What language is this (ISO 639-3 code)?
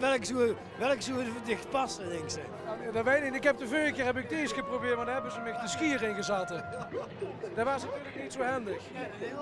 lim